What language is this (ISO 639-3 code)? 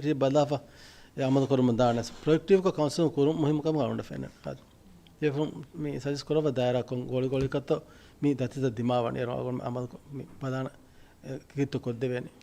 div